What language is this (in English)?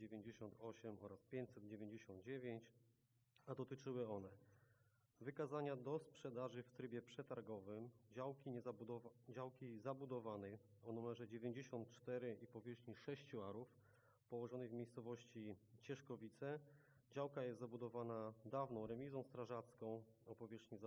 Polish